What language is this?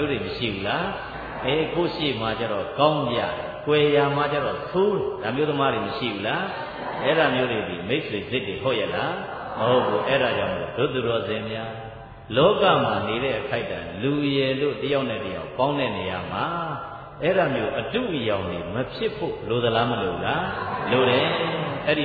Burmese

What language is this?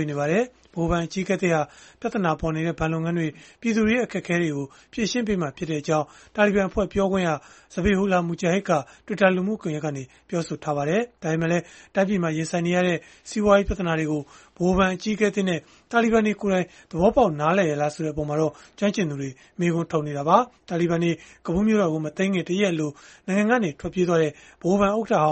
Burmese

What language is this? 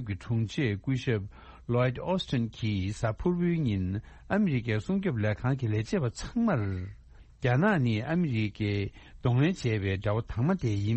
Tibetan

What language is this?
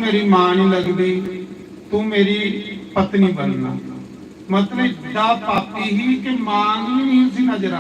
Dogri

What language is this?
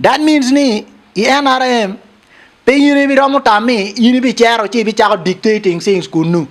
Acoli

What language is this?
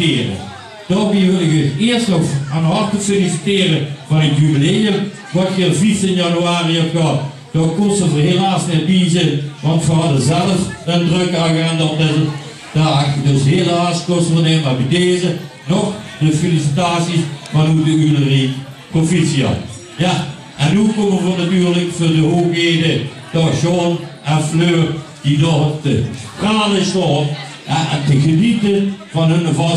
Limburgish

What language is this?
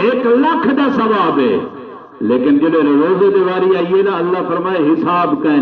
Saraiki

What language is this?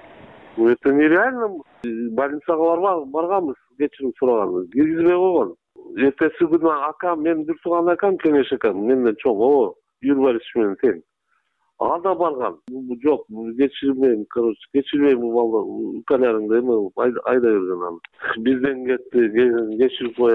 Kyrgyz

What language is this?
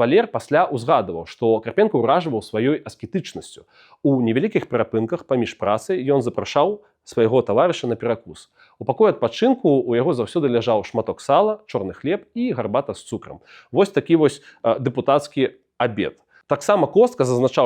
Belarusian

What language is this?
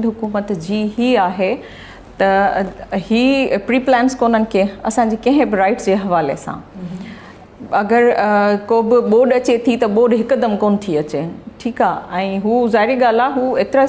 Sindhi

